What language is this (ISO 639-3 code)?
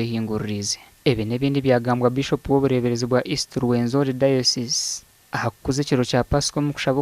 nyn